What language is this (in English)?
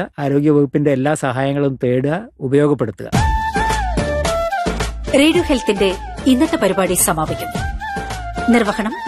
Malayalam